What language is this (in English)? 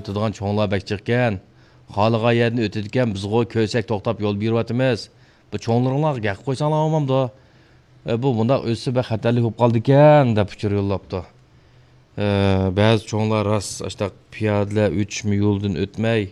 Uyghur